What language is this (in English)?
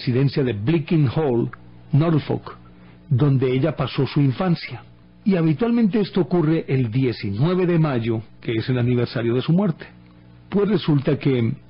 Spanish